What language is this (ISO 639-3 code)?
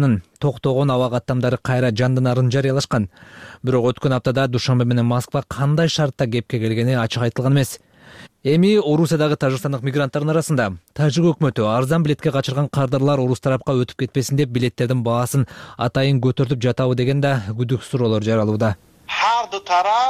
kir